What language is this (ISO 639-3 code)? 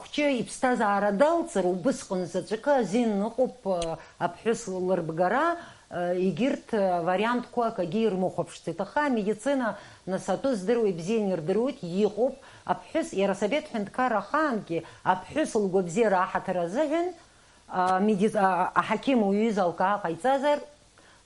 abk